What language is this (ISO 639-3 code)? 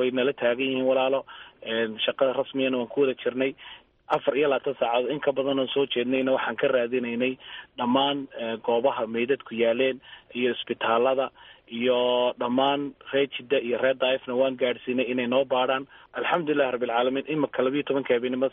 som